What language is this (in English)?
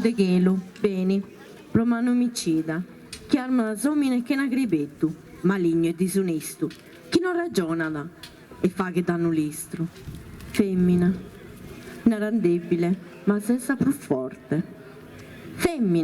Sardinian